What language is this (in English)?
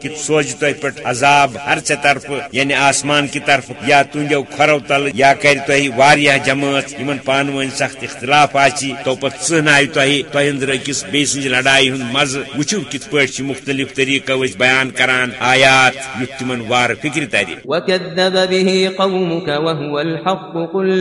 Kashmiri